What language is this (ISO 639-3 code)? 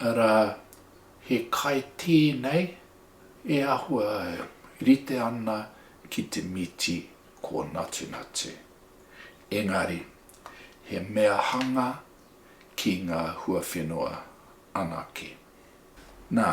mri